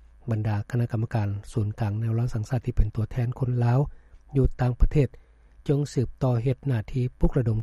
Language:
Lao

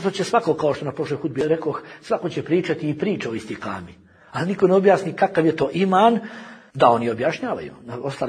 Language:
Bosnian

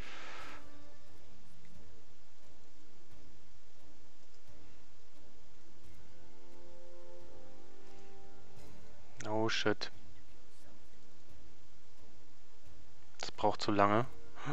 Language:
German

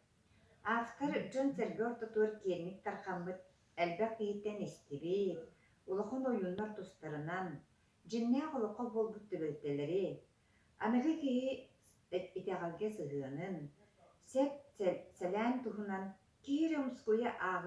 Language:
Yakut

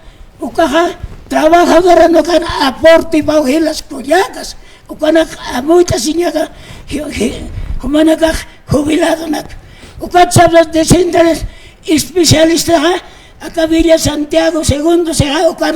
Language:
Aymara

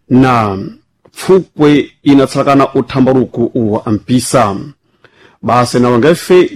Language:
Sena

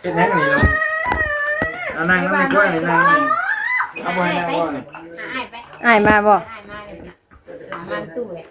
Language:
Northeastern Thai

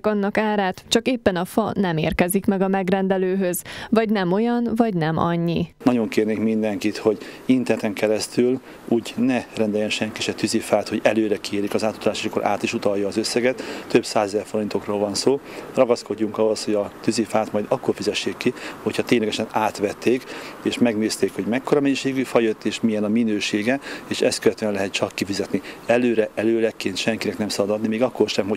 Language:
Hungarian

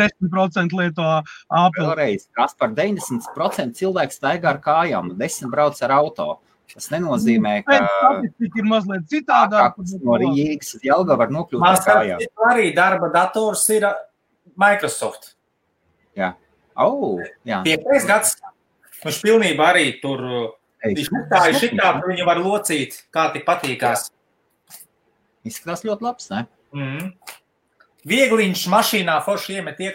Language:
Latvian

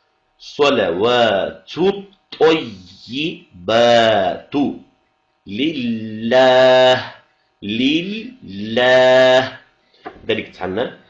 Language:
Ingush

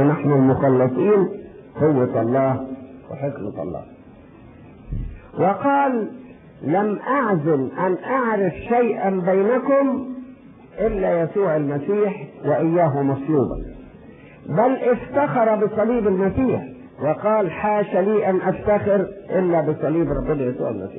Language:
Egyptian Arabic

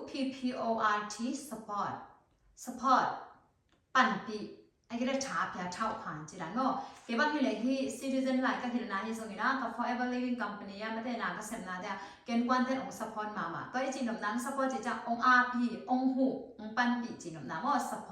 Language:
Tedim Chin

